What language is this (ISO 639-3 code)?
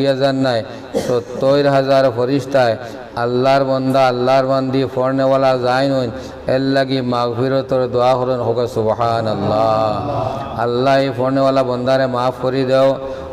syl